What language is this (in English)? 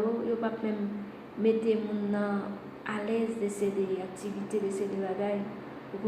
Haitian Creole